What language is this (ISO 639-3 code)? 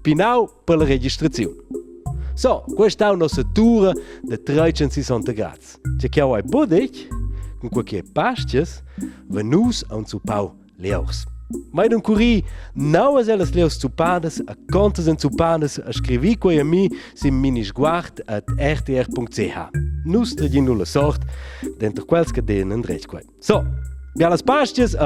roh